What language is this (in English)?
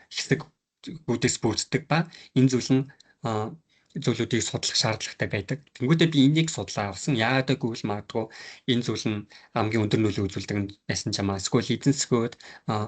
Mongolian